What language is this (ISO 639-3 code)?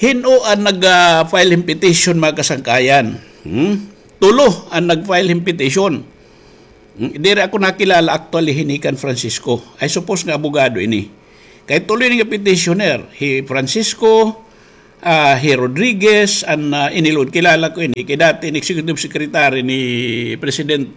war